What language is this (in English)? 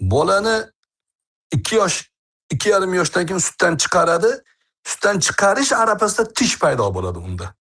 Uzbek